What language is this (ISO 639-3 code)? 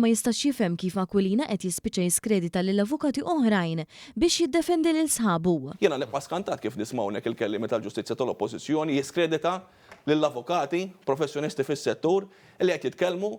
mlt